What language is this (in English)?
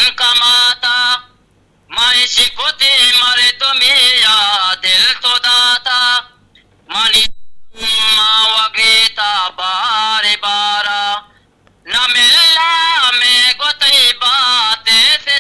Eastern Balochi